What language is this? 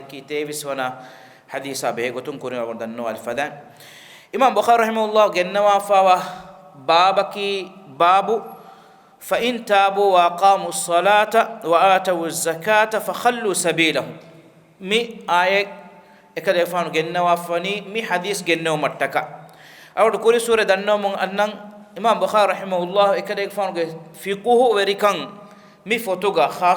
Divehi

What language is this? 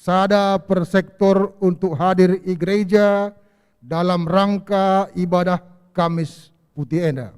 Batak Karo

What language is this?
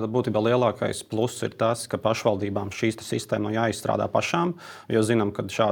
Latvian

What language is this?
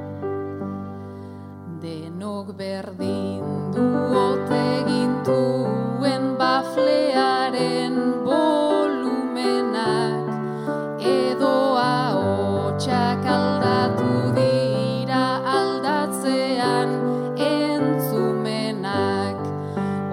Basque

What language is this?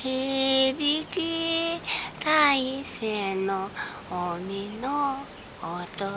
Taroko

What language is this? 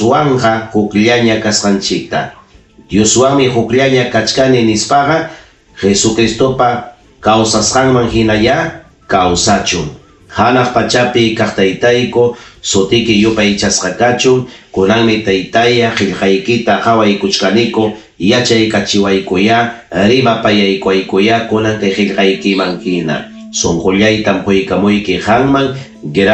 Ayacucho Quechua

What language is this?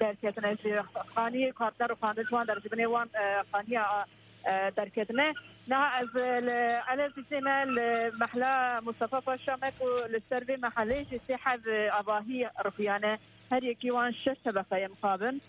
Kurdish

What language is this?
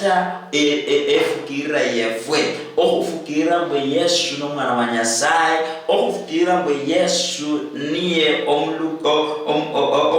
Luyia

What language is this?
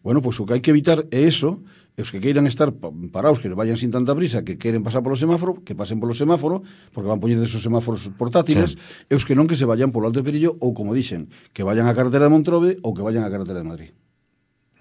Galician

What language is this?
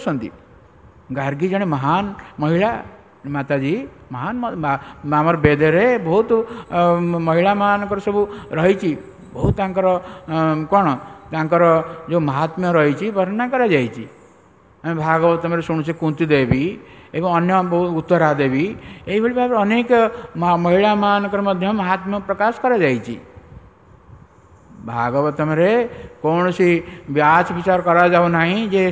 Odia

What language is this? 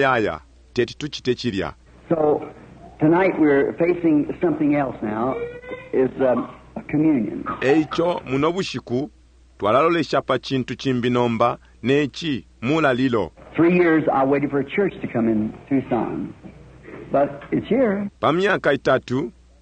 Bemba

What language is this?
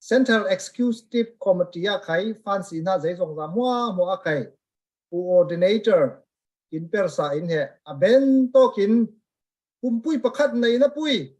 Falam Chin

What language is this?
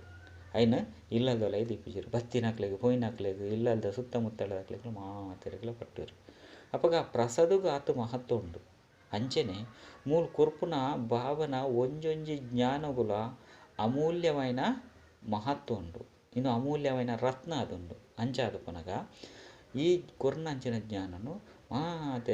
Tulu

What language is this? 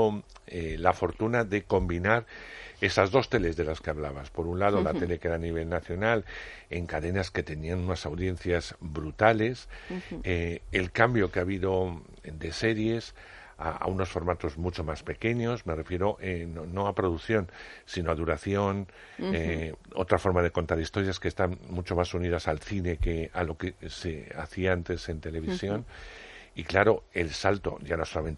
Spanish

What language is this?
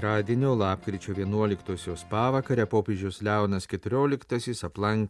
Lithuanian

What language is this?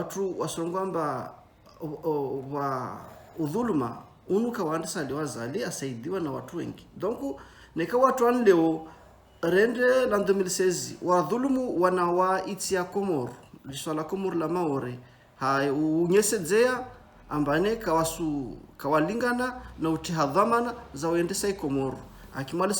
Ngazidja Comorian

